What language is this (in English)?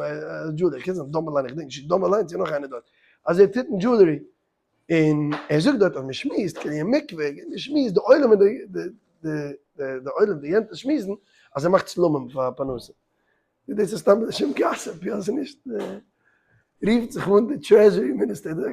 Yiddish